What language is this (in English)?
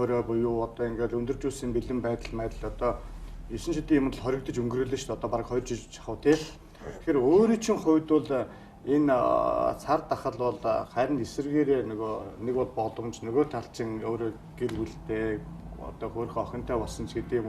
Mongolian